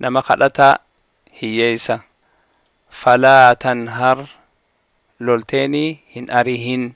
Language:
Oromo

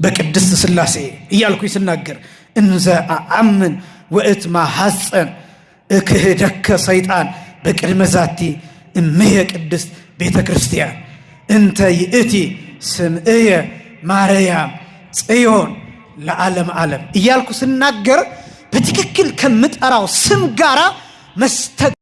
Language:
Amharic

